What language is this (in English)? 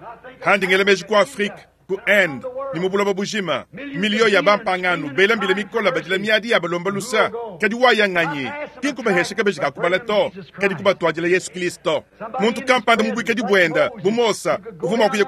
Luba-Lulua